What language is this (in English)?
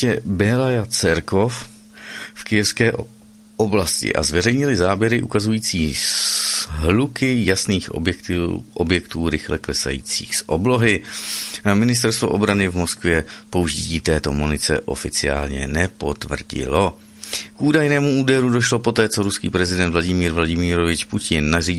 Czech